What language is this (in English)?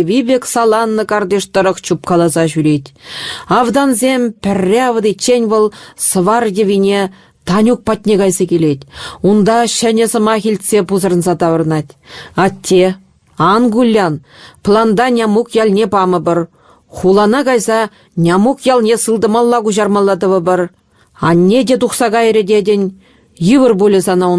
Chuvash